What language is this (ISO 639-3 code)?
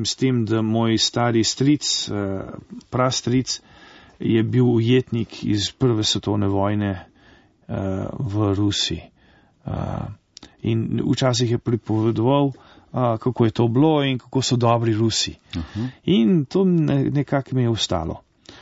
slv